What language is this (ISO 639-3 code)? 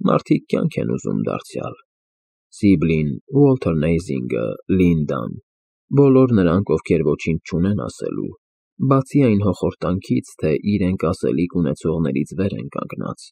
hye